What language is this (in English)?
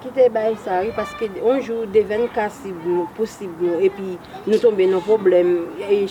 Haitian Creole